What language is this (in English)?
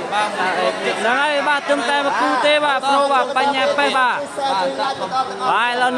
Khmer